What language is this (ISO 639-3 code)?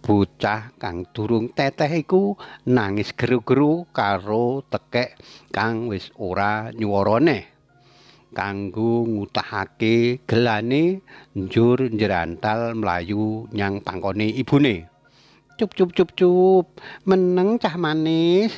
jav